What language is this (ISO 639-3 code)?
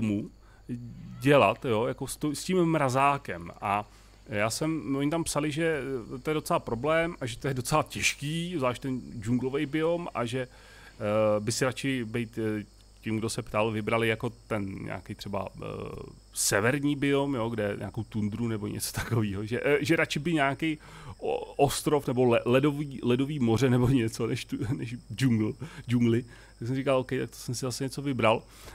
ces